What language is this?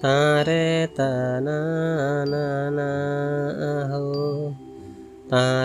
Santali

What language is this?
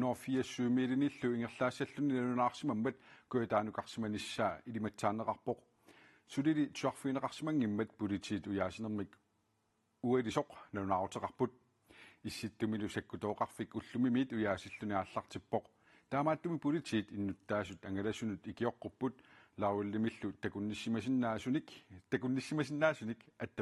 Kalaallisut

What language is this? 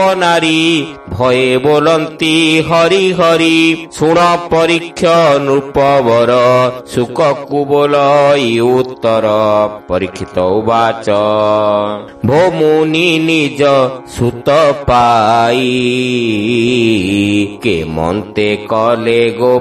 Odia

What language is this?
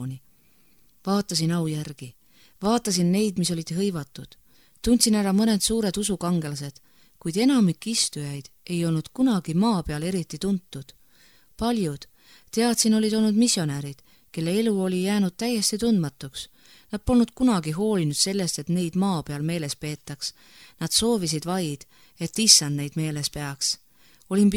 Estonian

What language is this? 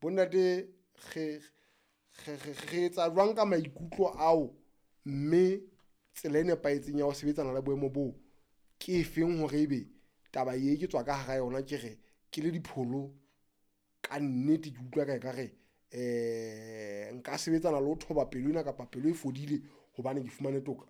Southern Sotho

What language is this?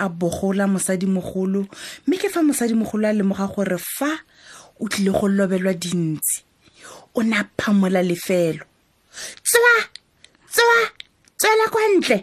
Tswana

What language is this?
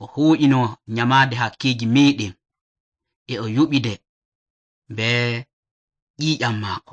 Nigerian Fulfulde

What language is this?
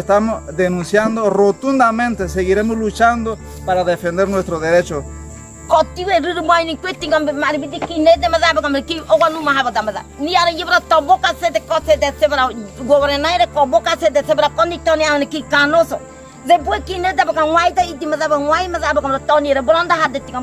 Ngäbere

